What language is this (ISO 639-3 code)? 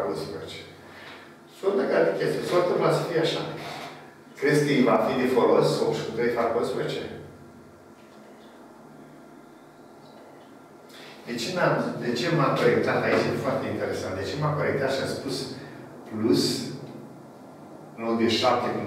ron